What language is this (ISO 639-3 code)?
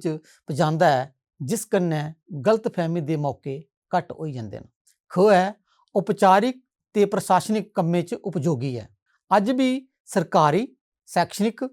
doi